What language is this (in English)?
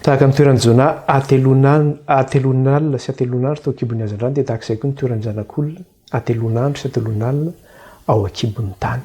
Malagasy